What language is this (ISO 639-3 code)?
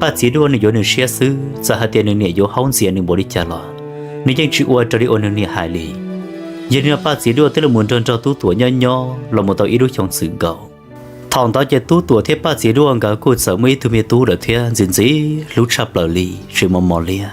hmn